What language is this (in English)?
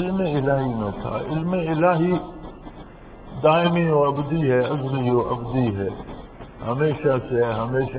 Urdu